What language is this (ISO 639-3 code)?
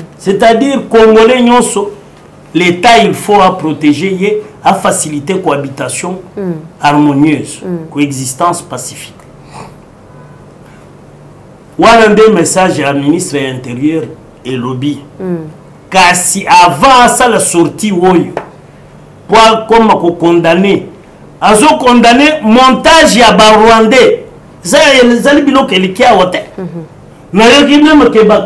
fra